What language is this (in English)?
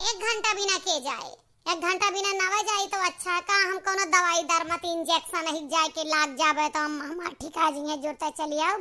Awadhi